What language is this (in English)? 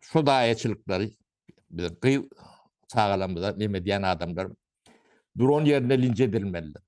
Turkmen